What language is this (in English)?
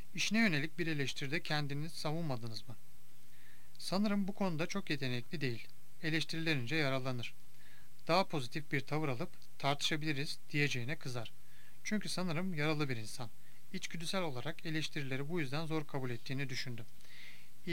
Turkish